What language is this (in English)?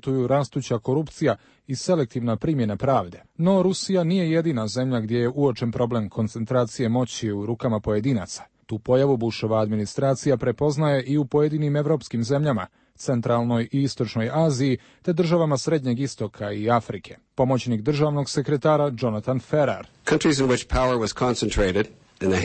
Croatian